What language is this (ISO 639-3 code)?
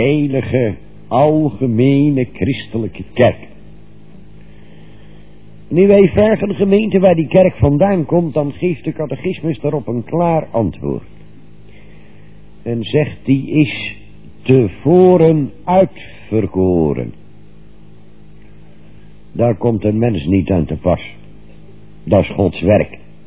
nld